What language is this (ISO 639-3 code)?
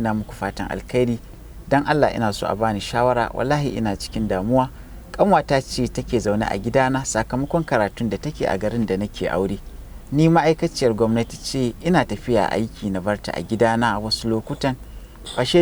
hau